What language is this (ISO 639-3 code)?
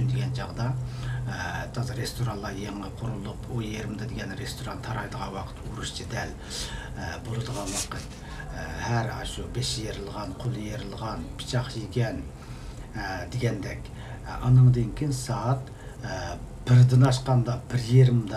uig